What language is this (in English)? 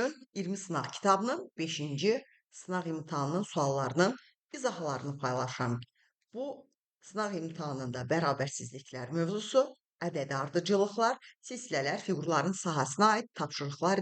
Azerbaijani